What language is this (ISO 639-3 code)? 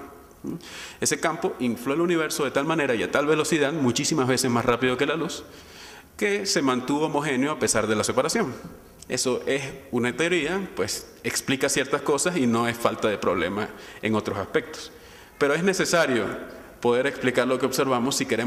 spa